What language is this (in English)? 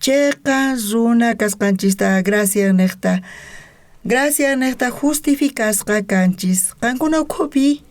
South Bolivian Quechua